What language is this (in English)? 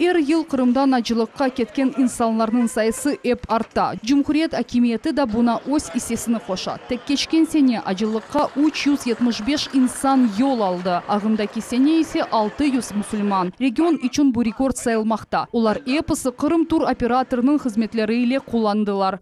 Crimean Tatar